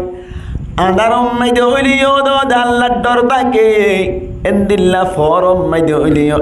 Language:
Rohingya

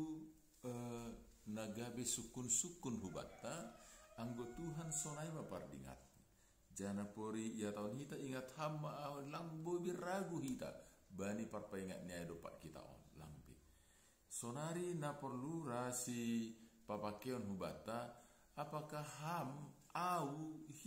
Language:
Batak Simalungun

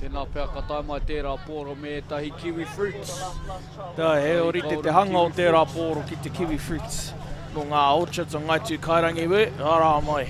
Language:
Māori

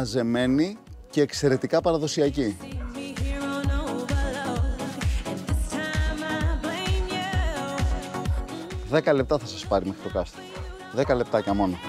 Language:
Greek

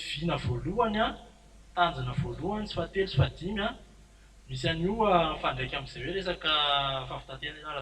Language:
Malagasy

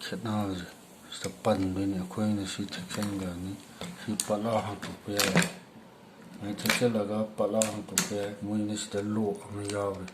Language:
Manipuri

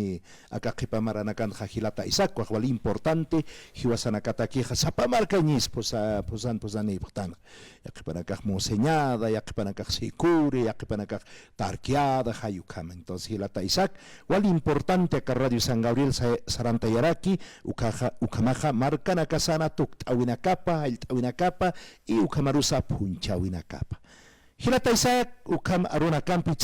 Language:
Aymara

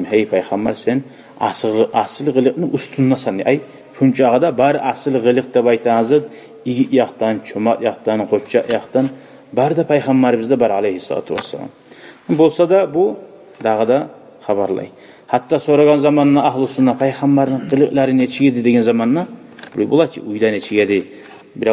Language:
Kumyk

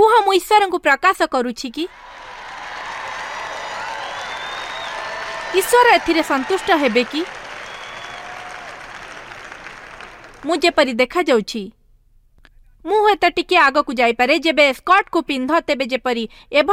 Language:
Odia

